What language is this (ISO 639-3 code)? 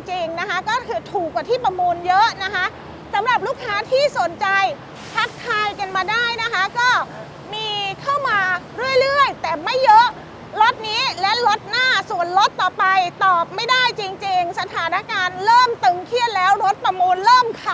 tha